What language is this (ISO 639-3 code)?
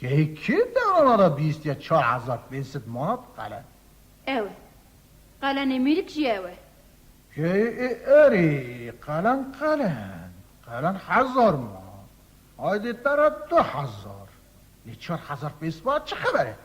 kur